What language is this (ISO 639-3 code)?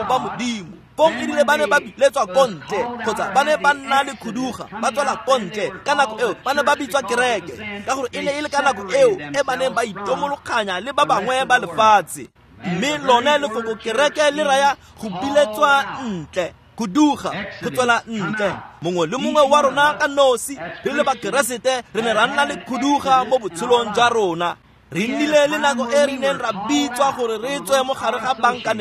tsn